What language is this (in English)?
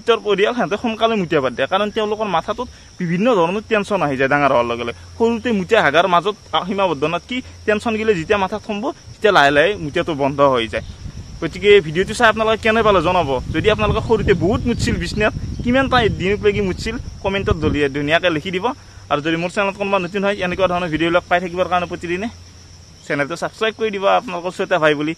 Assamese